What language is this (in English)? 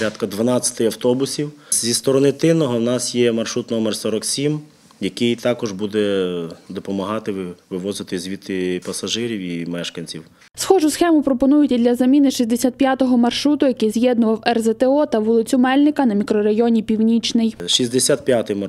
Ukrainian